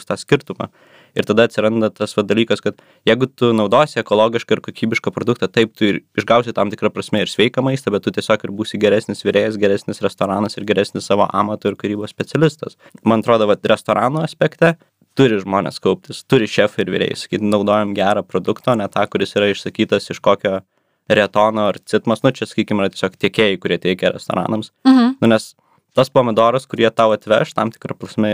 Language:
Lithuanian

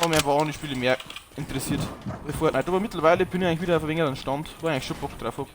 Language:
Bavarian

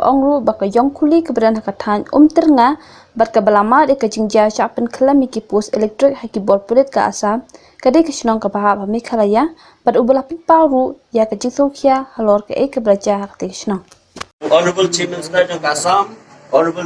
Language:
Khasi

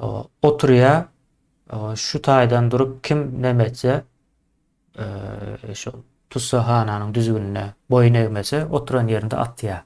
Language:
Turkmen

